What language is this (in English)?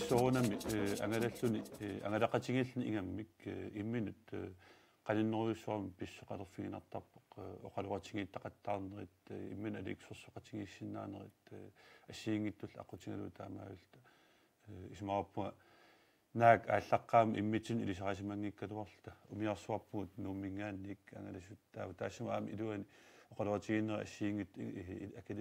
Kalaallisut